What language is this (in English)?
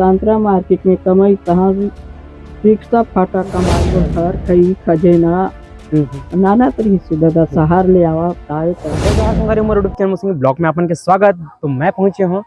Chhattisgarhi